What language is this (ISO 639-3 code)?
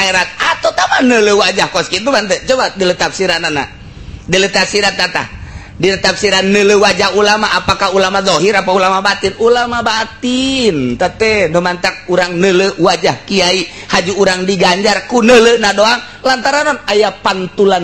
sun